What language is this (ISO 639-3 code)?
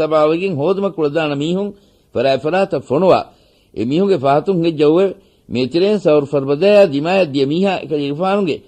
div